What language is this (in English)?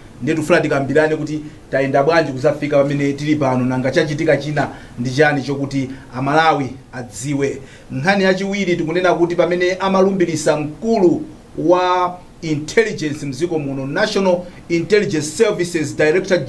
Nyanja